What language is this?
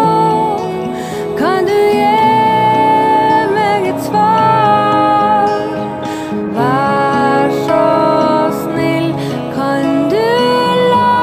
Norwegian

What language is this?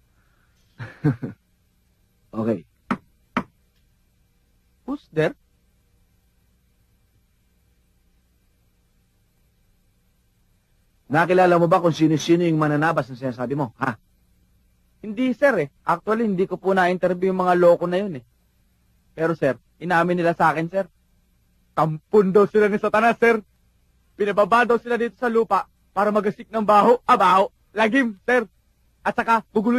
Filipino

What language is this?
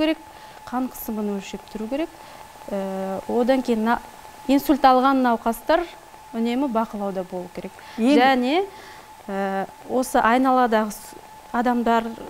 Kazakh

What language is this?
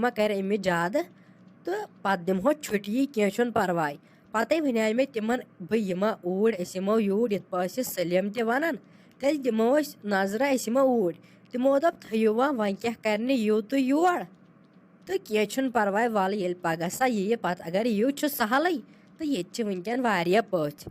Kashmiri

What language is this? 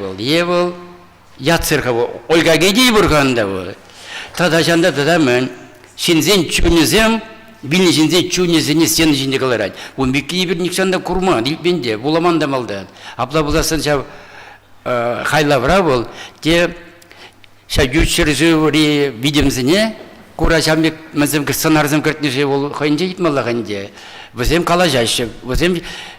Chuvash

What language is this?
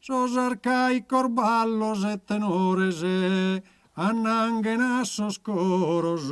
Sardinian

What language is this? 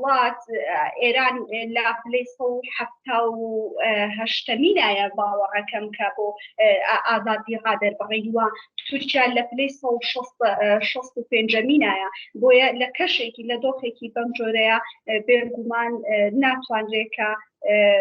Central Kurdish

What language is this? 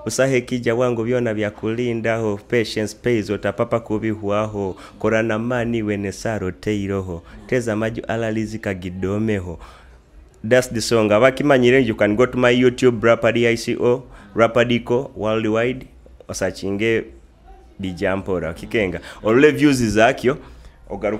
Nyoro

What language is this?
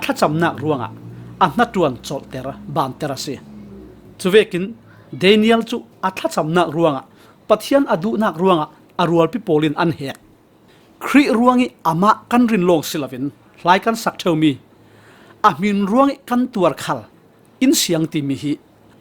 Falam Chin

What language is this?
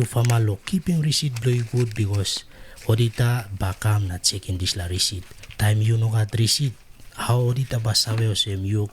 Tok Pisin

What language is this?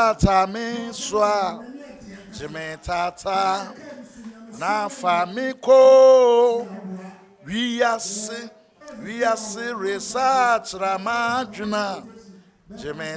Akan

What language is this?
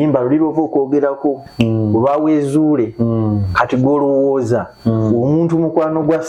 Ganda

